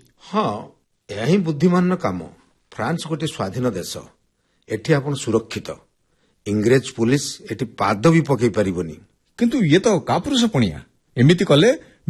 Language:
Odia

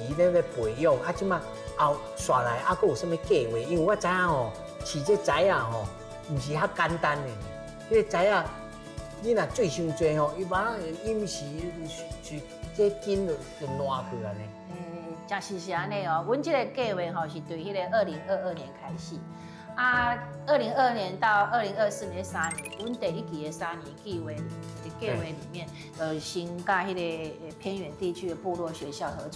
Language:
Min Nan Chinese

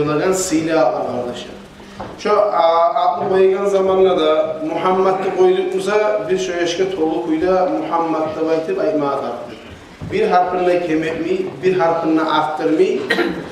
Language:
Kumyk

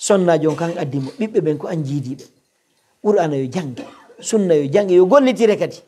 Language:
Pular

